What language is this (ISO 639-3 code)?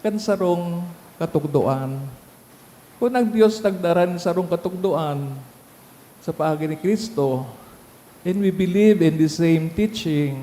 bik